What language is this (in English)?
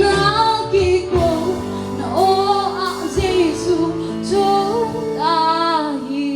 Tedim Chin